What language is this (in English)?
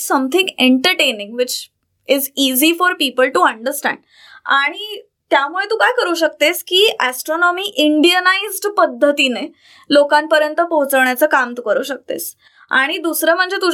Marathi